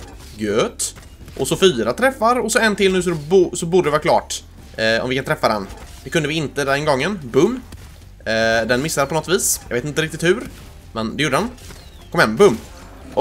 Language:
Swedish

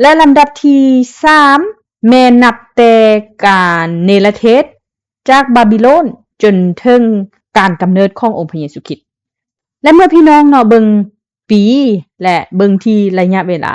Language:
Lao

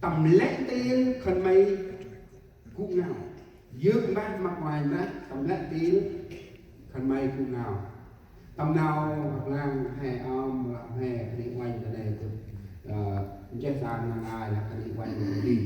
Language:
Central Mnong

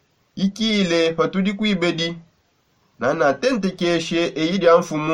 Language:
Songe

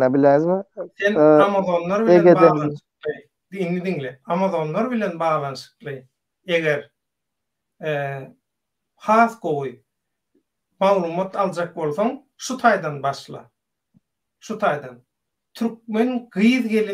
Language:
Turkmen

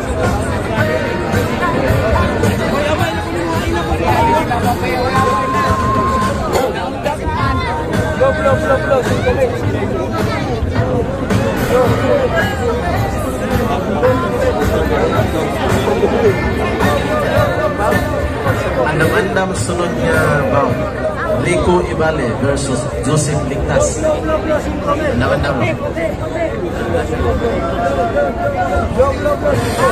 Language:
Cebuano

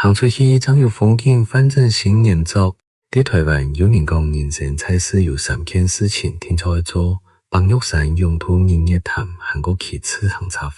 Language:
Hakka Chinese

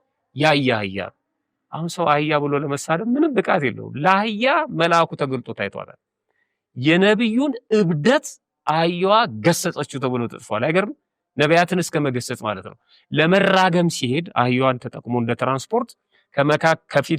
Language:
Amharic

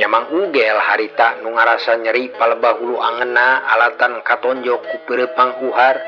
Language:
Sundanese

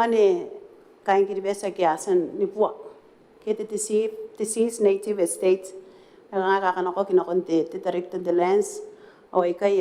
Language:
Gilbertese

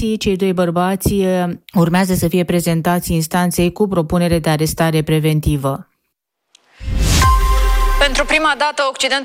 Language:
Romanian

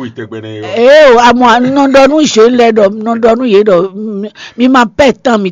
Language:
Fon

